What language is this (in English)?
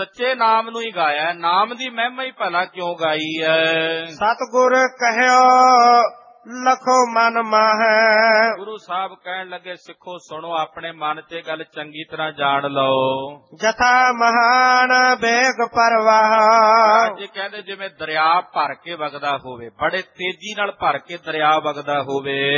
Punjabi